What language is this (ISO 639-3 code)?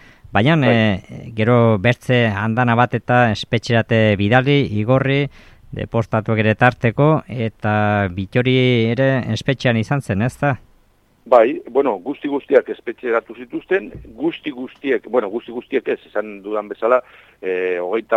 eus